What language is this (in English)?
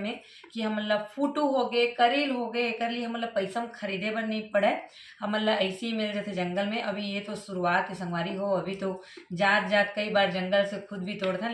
Chhattisgarhi